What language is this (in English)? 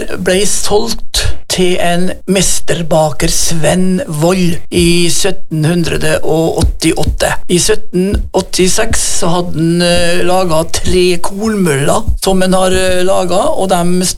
Norwegian